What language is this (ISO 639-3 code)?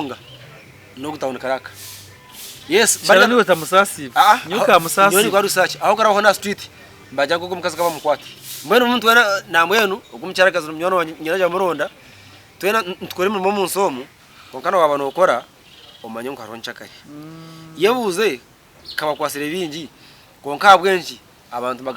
nyn